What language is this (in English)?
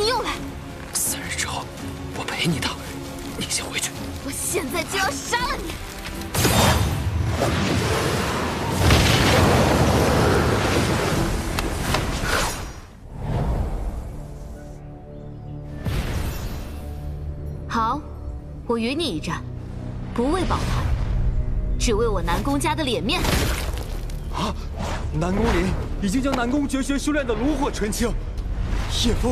Chinese